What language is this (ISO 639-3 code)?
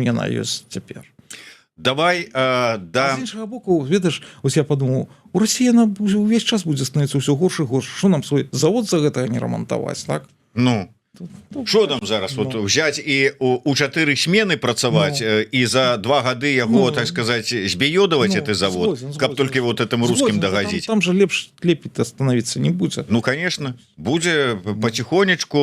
bel